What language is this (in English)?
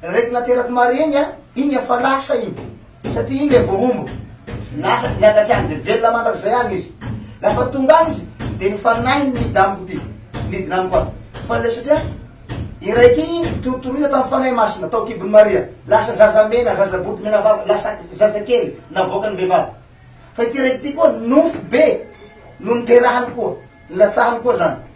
Malagasy